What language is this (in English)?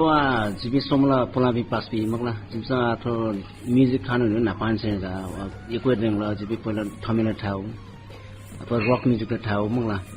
Newari